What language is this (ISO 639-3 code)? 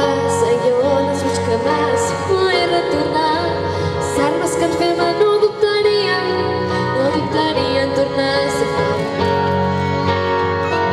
cat